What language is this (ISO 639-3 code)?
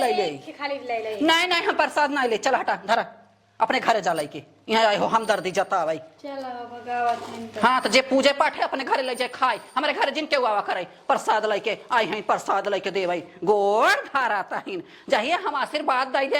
awa